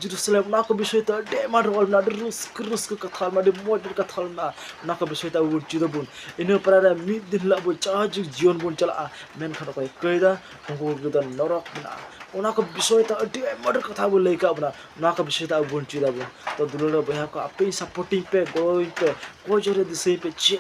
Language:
Santali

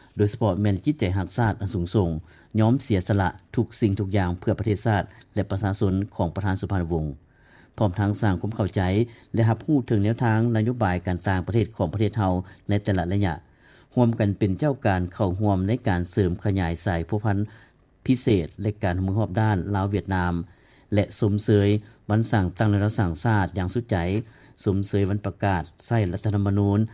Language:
Lao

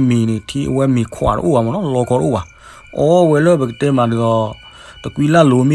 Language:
S'gaw Karen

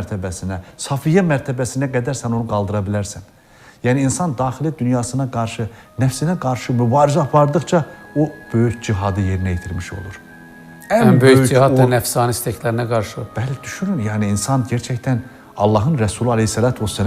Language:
Azerbaijani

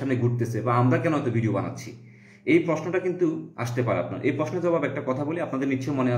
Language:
Bangla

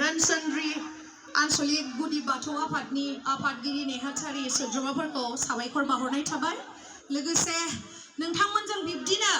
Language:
Bodo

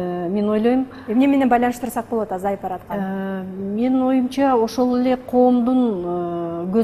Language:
Kyrgyz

